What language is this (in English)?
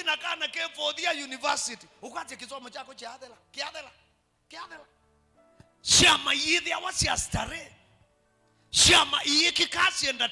Kamba